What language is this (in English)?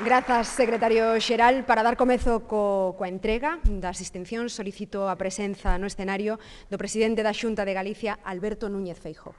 Galician